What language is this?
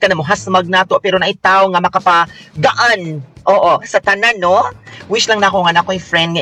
Cebuano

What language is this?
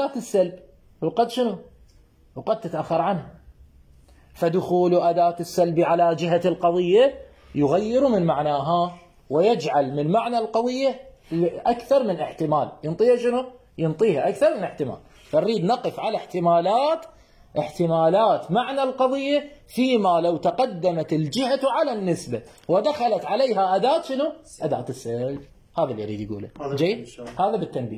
Mesopotamian Arabic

